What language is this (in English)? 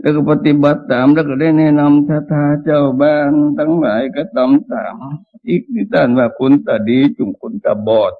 Northeastern Thai